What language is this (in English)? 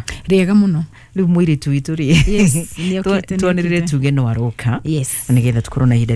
Kikuyu